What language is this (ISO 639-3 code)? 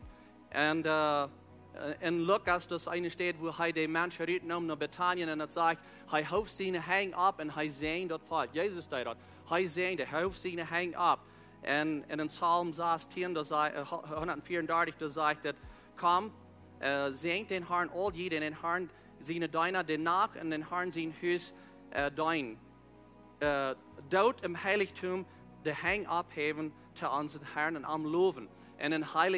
pdt